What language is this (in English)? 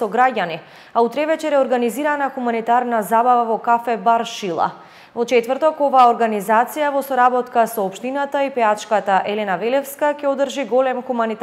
Macedonian